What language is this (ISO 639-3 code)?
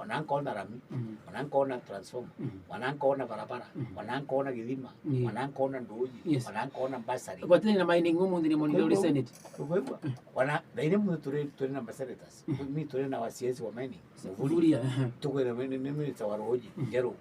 mer